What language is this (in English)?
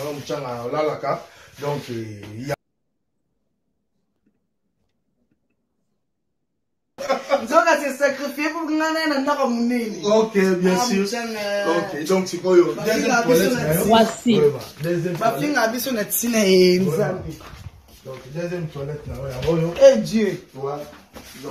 French